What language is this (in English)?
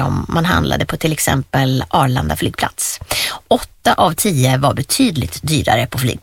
Swedish